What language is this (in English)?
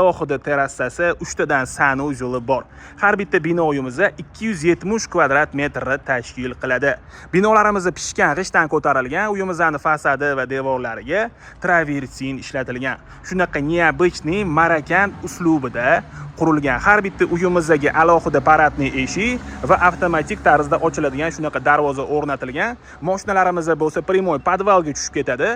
Uzbek